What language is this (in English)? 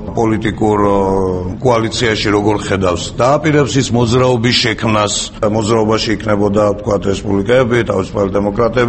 Georgian